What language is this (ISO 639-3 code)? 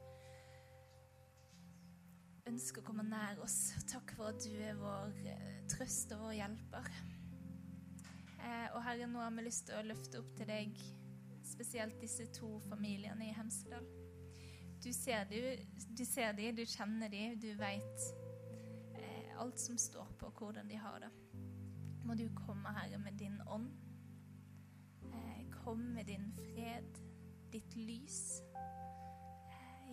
nor